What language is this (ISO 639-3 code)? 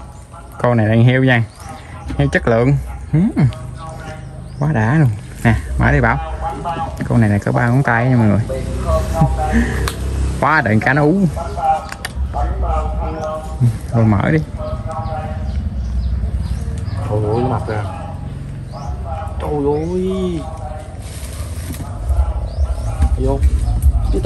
vie